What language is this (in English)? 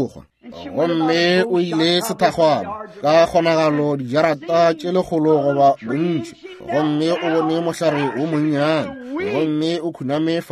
Northern Sotho